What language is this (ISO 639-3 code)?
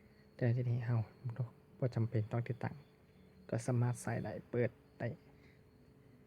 lao